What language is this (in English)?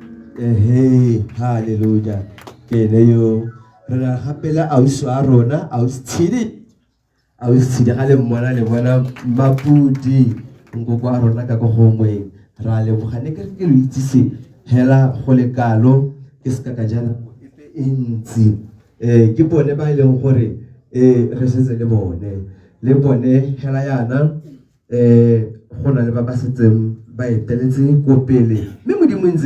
Tswana